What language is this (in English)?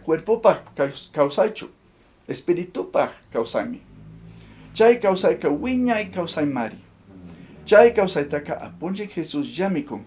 Chimborazo Highland Quichua